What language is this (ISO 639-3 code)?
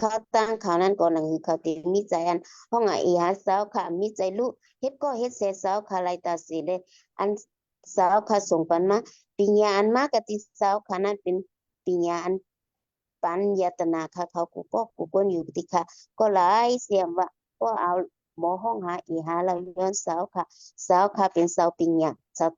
shn